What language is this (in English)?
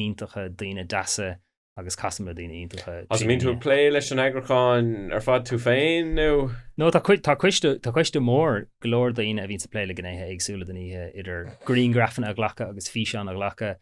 Irish